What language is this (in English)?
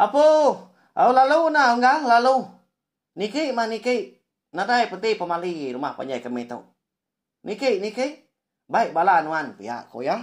Iban